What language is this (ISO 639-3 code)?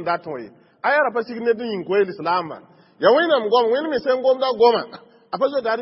mos